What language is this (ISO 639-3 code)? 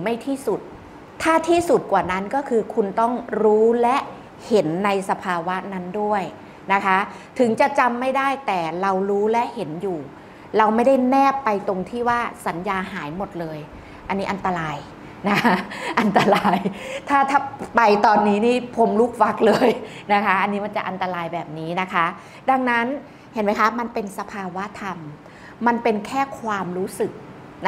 tha